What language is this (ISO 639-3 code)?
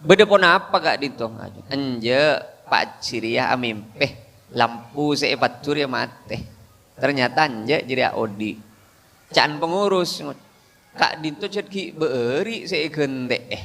mad